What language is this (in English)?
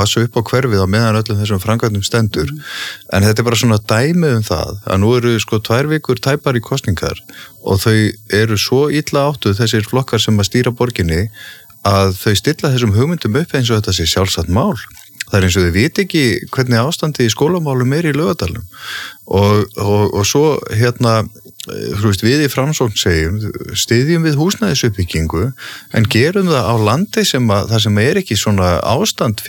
Icelandic